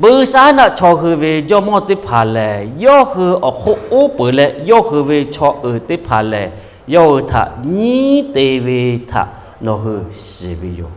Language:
Lahu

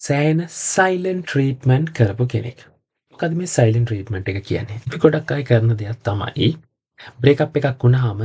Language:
Sinhala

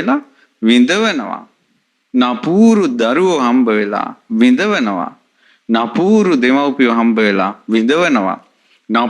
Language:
Sinhala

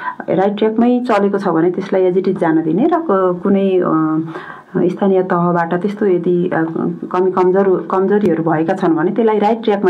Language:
Nepali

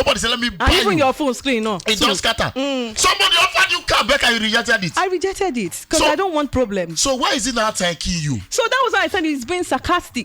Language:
Nigerian Pidgin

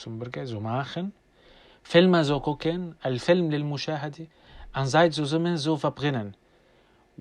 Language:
North Levantine Arabic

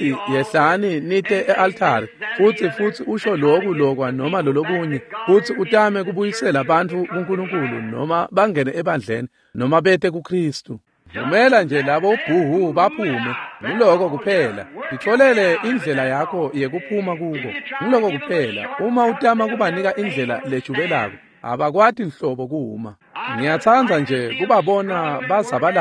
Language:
Swati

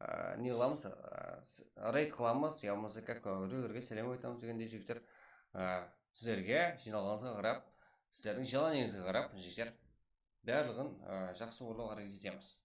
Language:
Kara-Kalpak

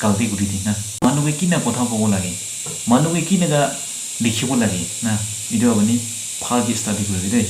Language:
Naga Pidgin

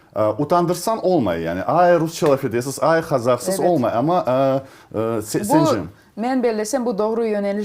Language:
Crimean Tatar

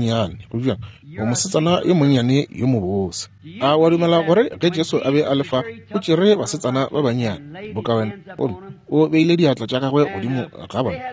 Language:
Northern Sotho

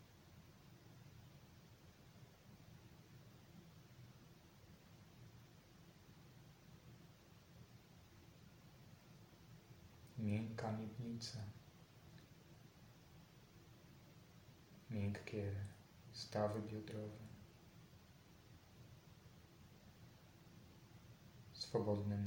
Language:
Polish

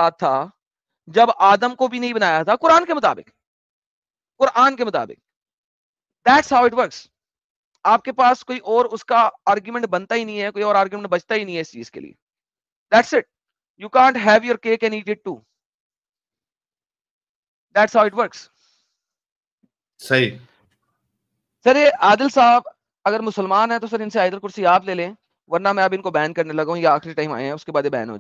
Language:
Urdu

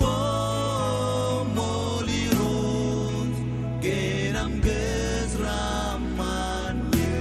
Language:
Marshallese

